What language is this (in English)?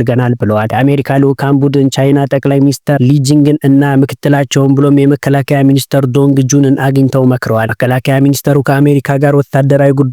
Amharic